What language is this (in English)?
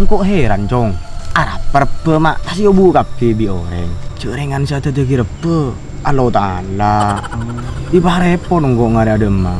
Madurese